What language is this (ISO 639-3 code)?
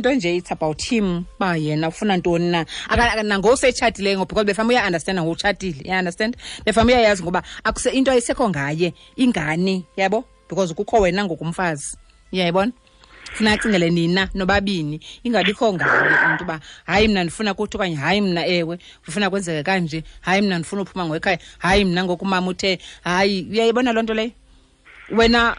xho